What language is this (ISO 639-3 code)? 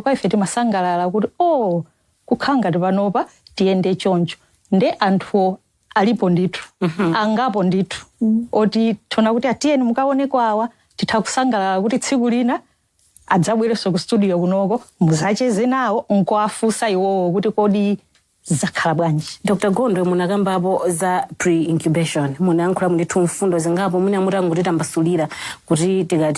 nya